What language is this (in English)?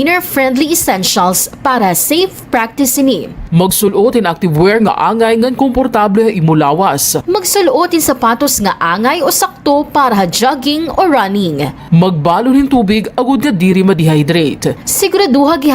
Waray